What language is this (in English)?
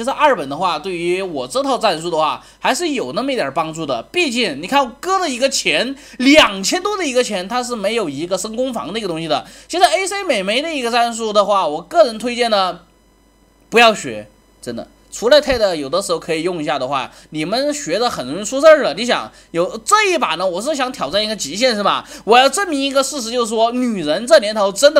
Chinese